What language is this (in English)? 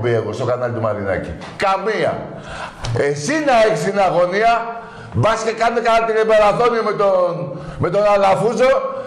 Greek